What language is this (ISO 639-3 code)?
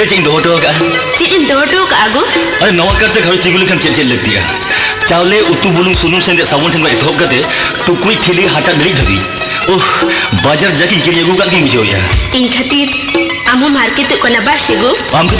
sat